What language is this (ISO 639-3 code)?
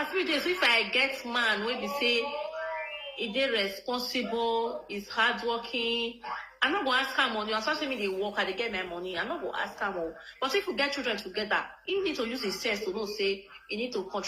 pcm